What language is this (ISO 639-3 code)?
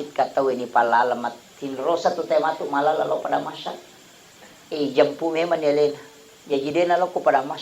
bug